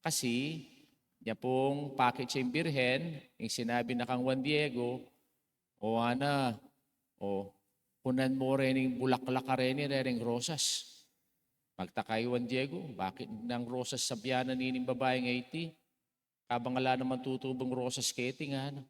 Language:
Pampanga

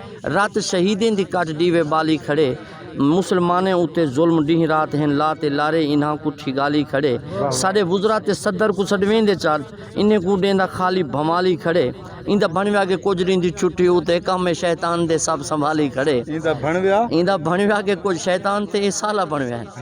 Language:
Saraiki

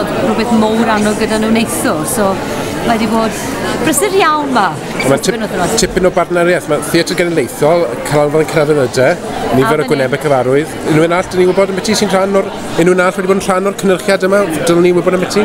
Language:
Welsh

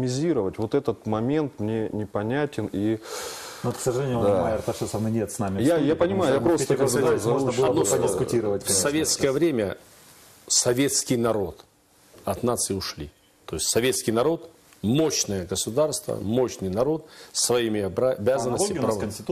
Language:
Russian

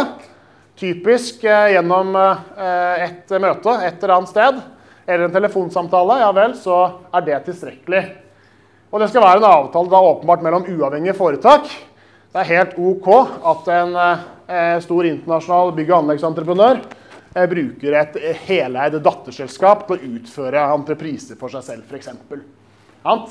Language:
Norwegian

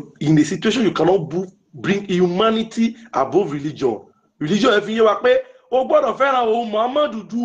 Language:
Yoruba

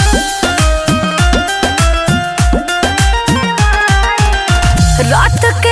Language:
Bhojpuri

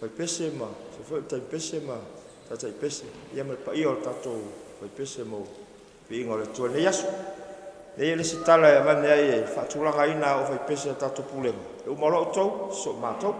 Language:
Samoan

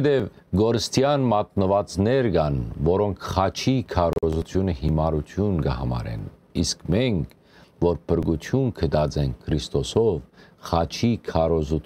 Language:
Western Armenian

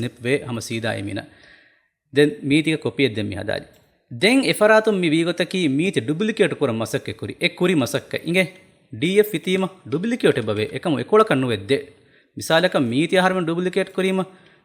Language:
Divehi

